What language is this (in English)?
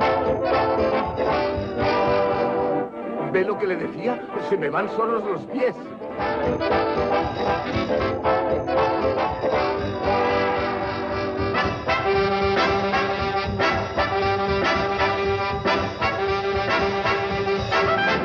Spanish